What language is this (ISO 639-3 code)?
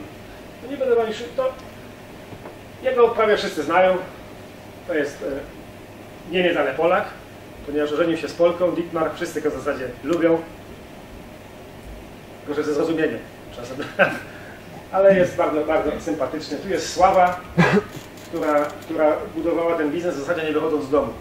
pol